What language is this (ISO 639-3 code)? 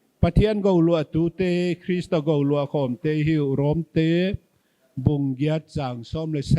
pck